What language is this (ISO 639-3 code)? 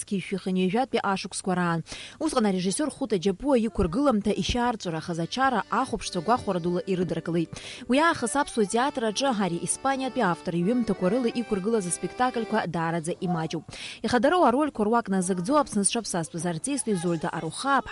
abk